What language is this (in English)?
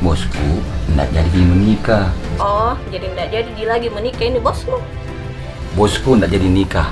Makassar Malay